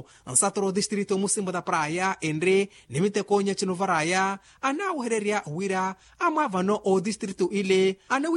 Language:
Makhuwa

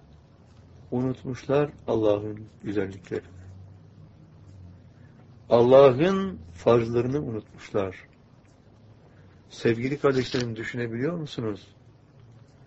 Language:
Turkish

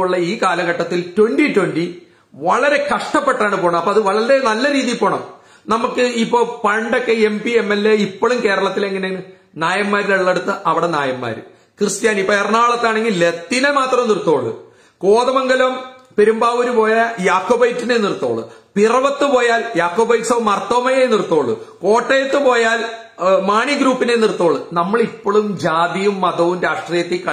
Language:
Malayalam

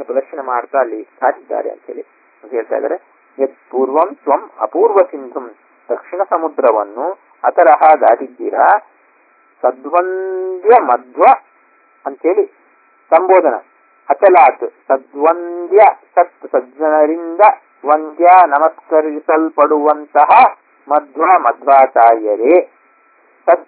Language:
Kannada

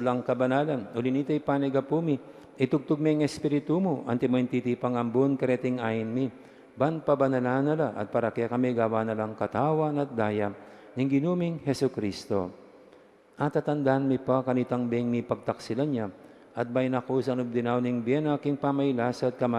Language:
Pampanga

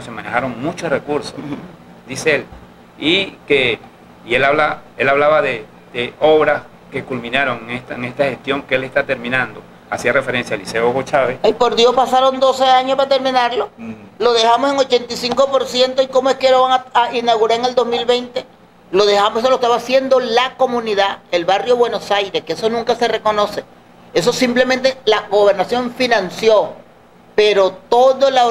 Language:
Spanish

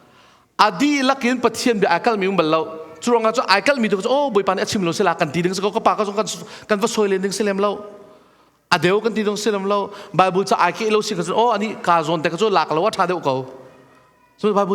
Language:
Hakha Chin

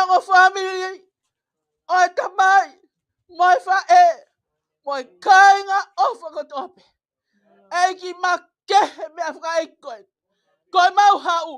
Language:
Tongan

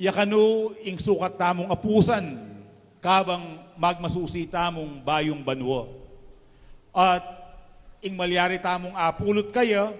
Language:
Pampanga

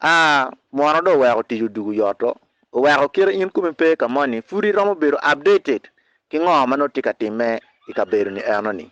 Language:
Acoli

